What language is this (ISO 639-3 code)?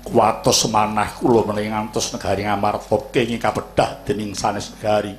jav